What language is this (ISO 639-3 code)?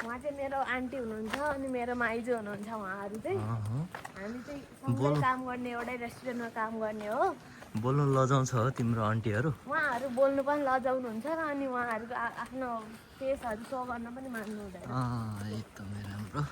nep